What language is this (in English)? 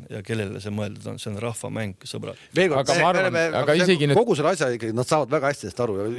Estonian